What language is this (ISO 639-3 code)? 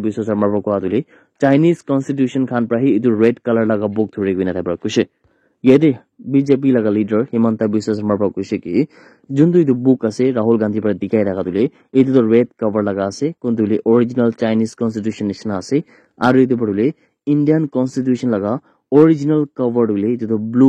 nag